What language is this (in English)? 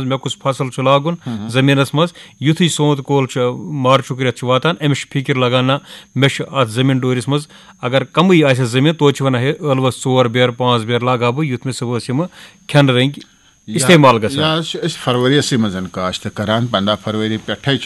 Kashmiri